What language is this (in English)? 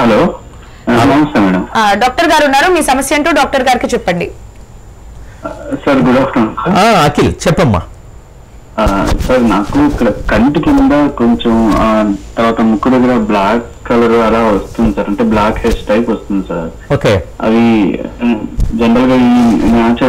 Telugu